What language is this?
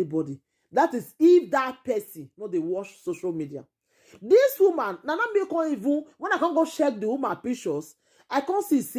Nigerian Pidgin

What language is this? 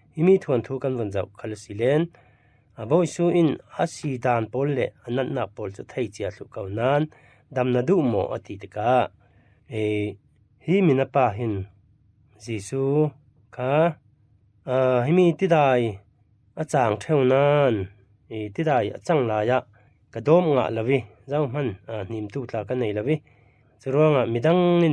Falam Chin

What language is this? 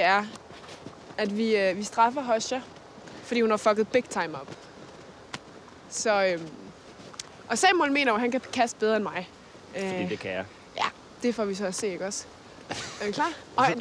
Danish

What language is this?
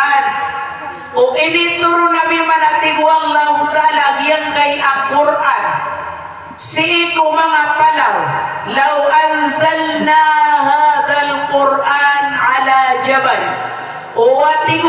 Maranao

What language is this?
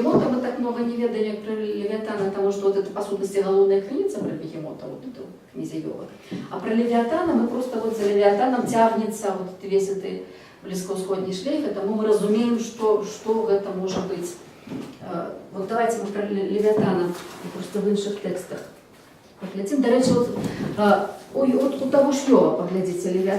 Belarusian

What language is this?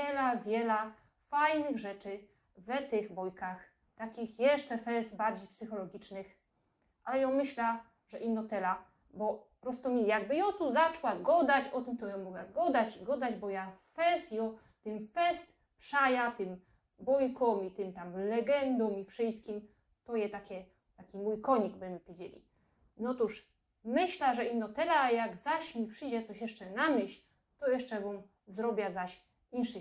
Silesian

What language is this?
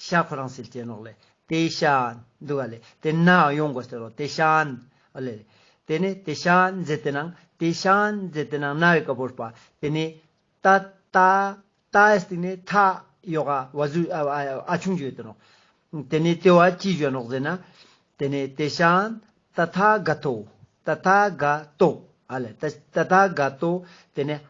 Ladakhi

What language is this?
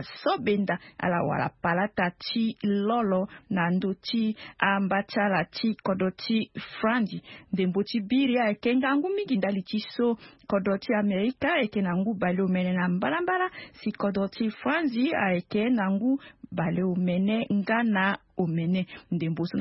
Sango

